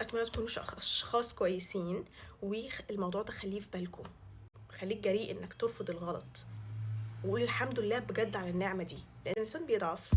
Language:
Egyptian Arabic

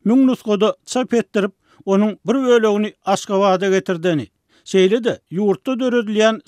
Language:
Turkmen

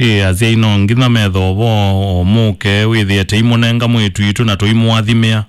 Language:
Kamba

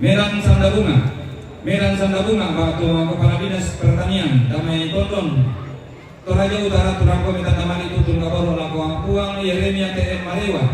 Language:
Toraja-Sa'dan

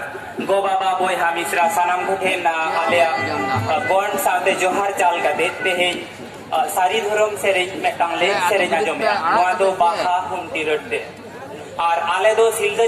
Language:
Santali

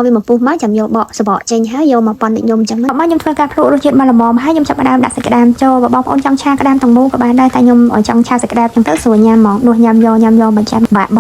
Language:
Khmer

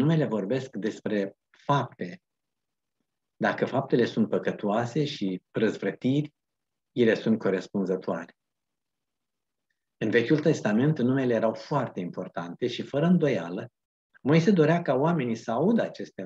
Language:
Romanian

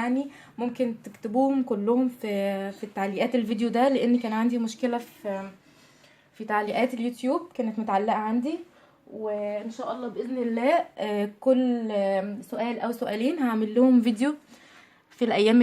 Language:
Egyptian Arabic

